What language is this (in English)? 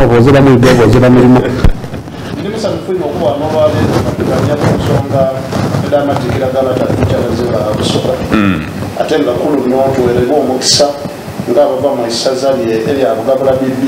Soga